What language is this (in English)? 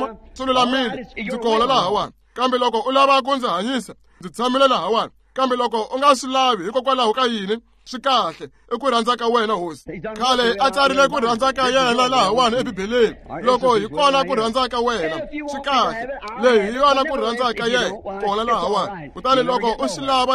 Tsonga